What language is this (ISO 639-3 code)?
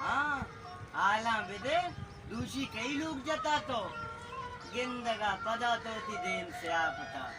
bal